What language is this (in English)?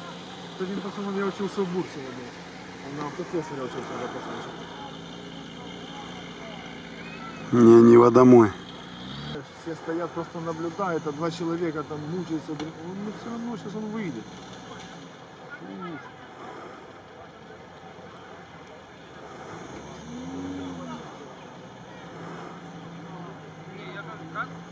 Russian